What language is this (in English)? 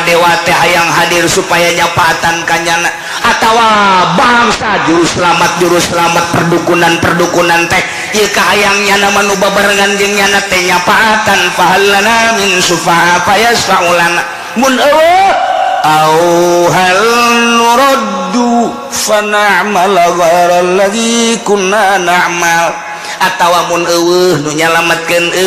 Sundanese